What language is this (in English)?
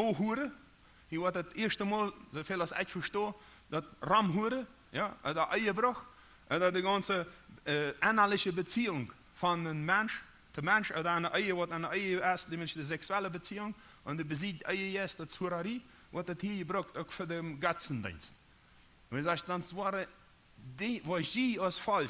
Plautdietsch